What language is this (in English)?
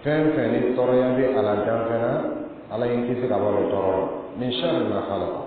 Dyula